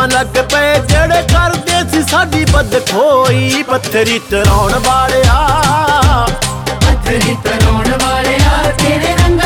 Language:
Punjabi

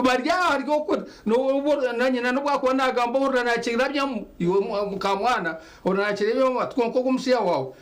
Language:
Nyankole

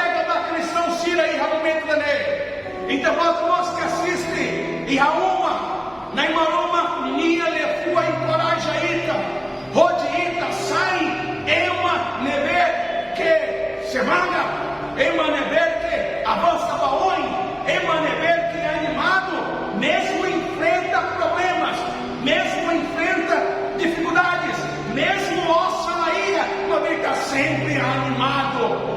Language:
Tetum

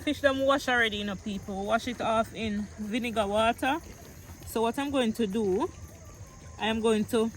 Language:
Jamaican Creole English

